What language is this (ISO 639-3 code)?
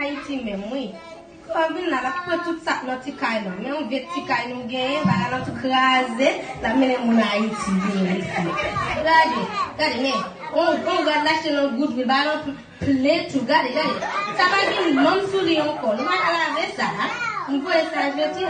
hat